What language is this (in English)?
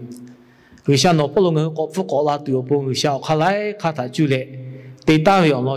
Lahu